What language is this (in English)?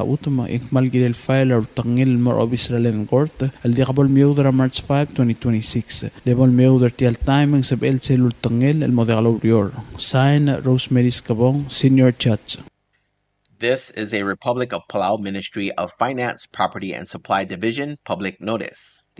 Palauan